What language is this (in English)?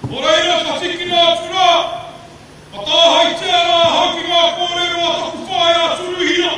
Māori